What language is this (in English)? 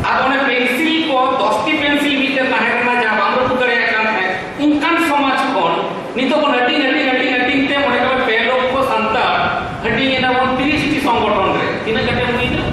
Santali